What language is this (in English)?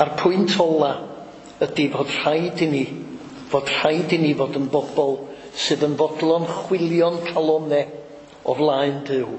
Welsh